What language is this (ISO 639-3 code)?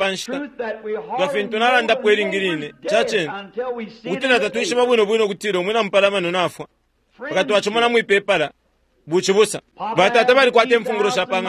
bem